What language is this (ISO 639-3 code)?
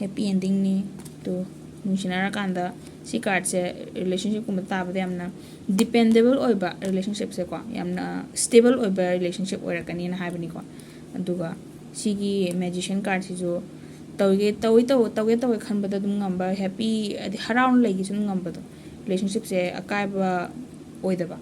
mni